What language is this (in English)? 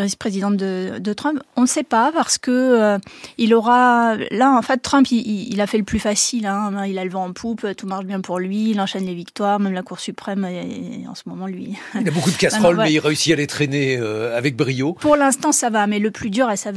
French